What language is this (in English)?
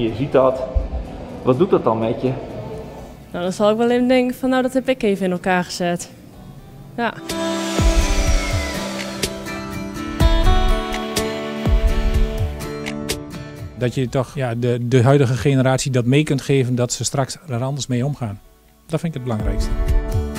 Dutch